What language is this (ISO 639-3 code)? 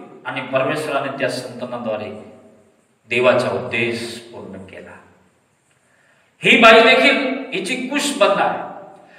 mar